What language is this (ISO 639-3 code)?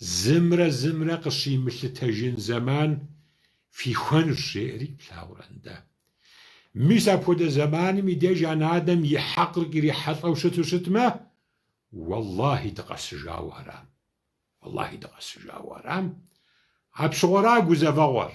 kbd